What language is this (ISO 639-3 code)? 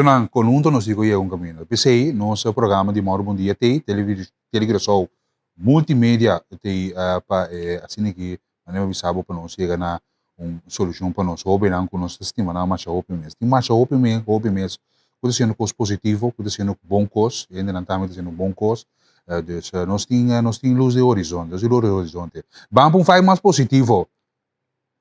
pap